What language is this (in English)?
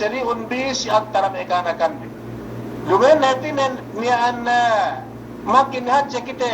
Yakan